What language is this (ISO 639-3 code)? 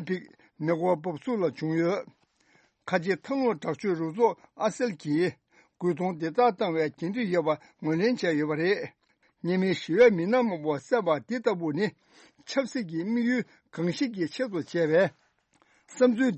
bod